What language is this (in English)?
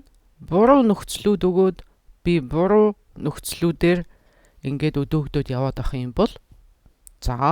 Mongolian